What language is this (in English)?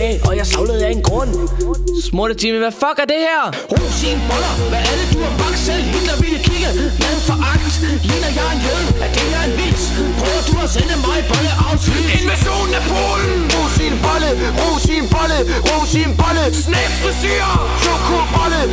Danish